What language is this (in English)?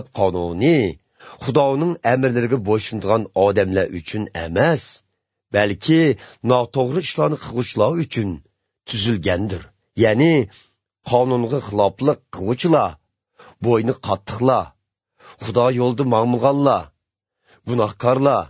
Uyghur